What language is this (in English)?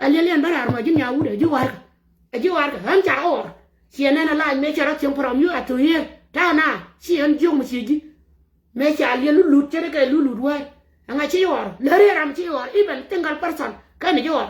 Nuer